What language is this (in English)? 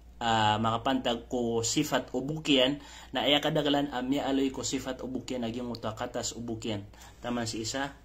Maranao